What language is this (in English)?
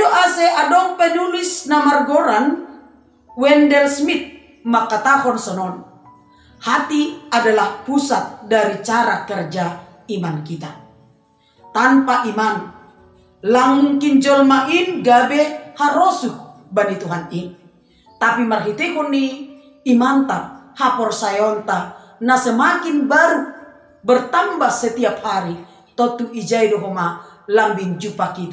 Batak Simalungun